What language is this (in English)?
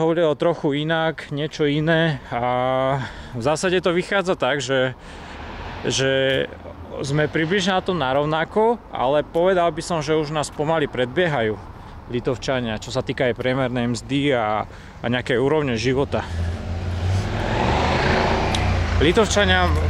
Slovak